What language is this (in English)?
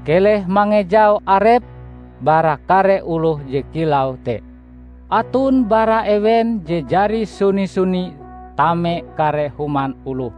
Ngaju